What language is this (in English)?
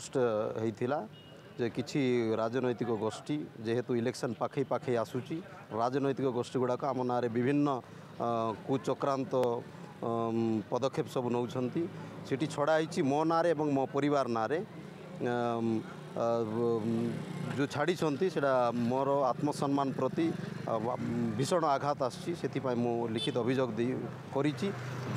Odia